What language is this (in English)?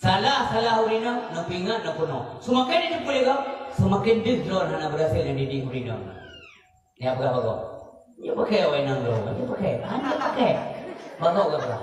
Achinese